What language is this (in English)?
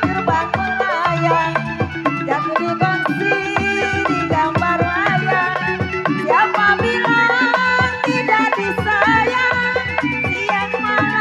Betawi